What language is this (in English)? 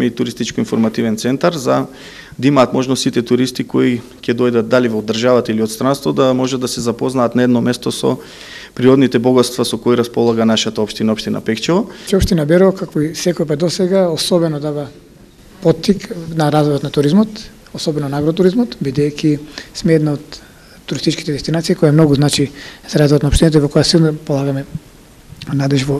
Macedonian